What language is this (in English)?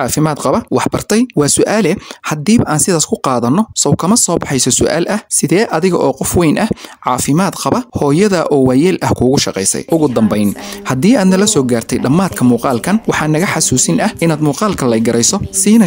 Somali